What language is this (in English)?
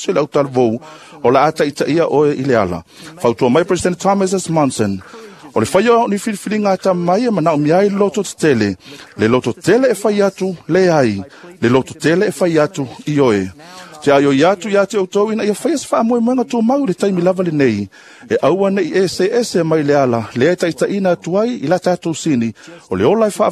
Samoan